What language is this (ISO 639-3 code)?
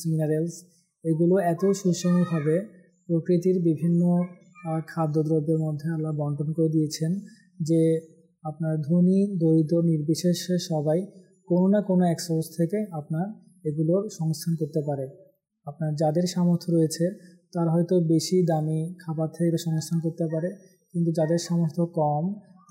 ben